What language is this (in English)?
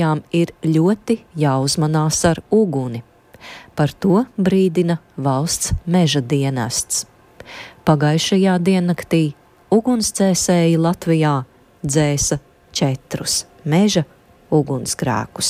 Latvian